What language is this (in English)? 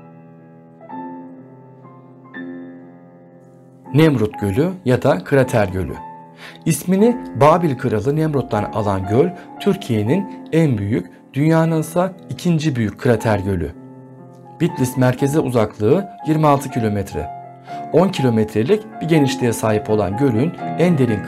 Turkish